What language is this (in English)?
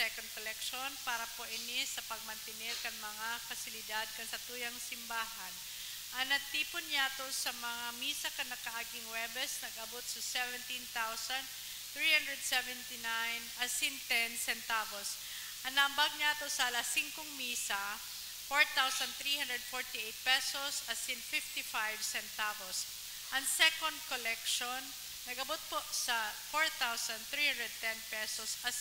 Bikol